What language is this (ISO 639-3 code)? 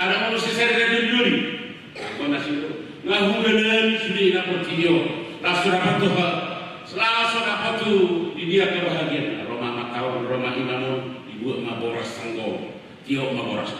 bbc